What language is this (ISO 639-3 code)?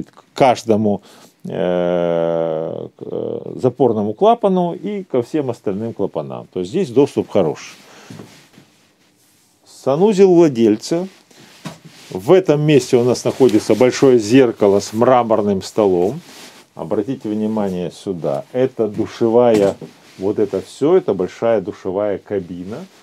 rus